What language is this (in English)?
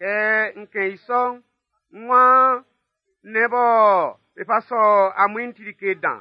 Baoulé